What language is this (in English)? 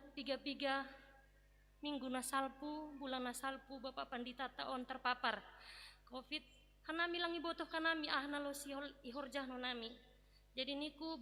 Batak Simalungun